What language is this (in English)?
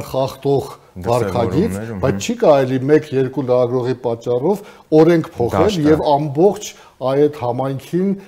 Armenian